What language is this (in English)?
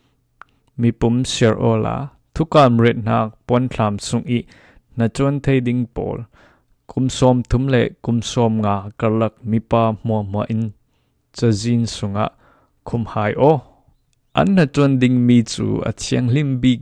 Falam Chin